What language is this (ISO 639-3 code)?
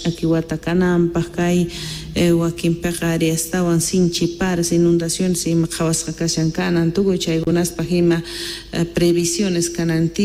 que